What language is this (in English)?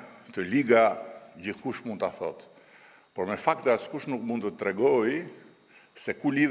Albanian